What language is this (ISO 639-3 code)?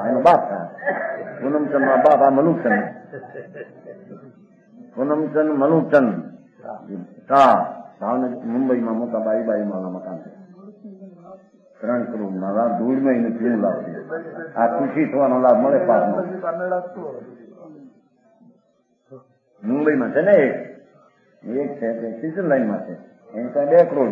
guj